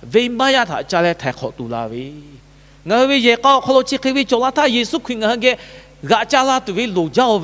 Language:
Lahu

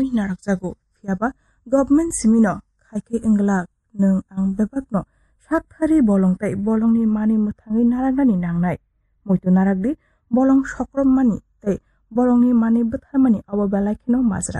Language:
Kok Borok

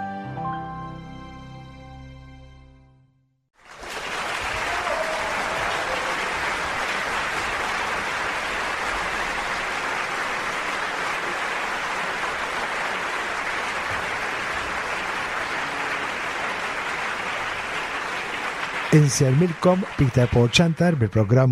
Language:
Maltese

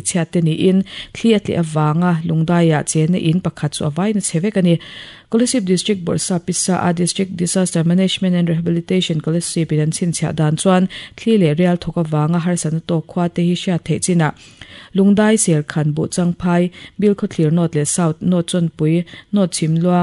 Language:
Mizo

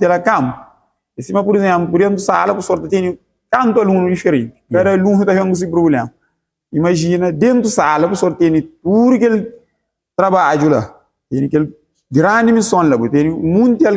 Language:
Kabuverdianu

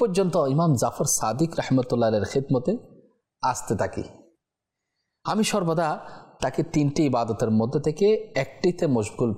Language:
Bangla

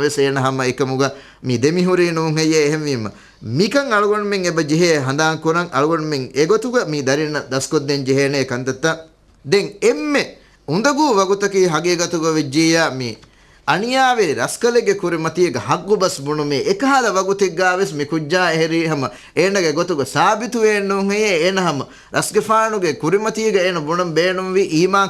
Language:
Divehi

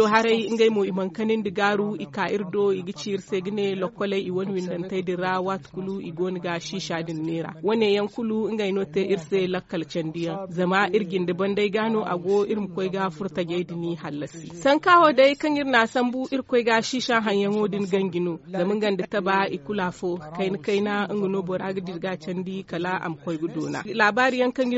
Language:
Zarma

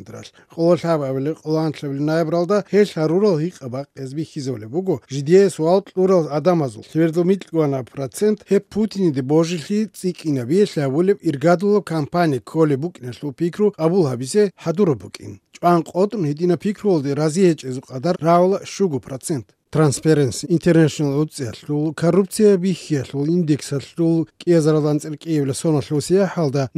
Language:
Avaric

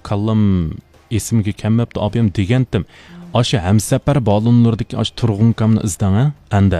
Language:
Uyghur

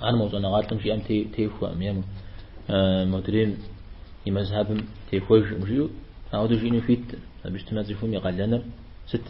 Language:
Kabardian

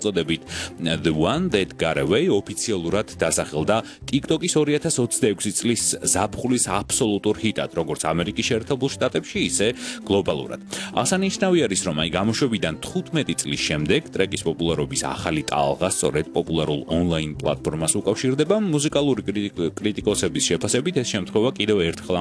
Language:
Georgian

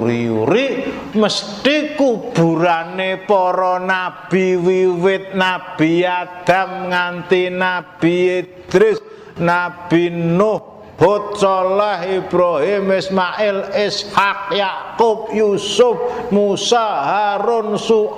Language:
Javanese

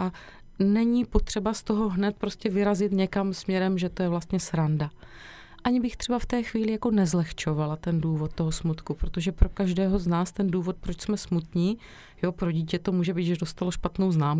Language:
Czech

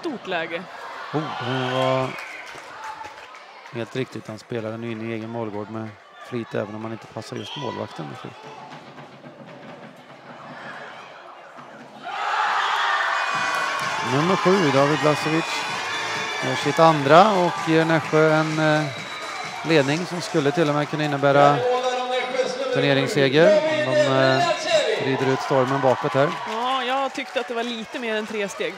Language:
Swedish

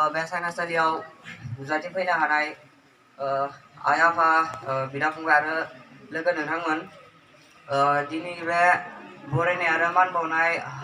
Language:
Bodo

